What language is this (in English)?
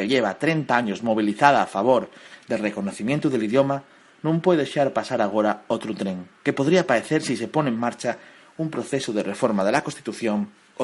Asturian